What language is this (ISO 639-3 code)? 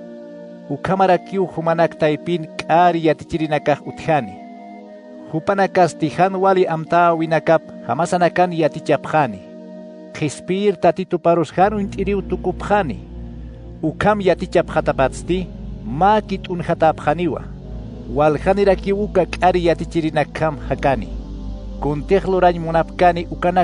aym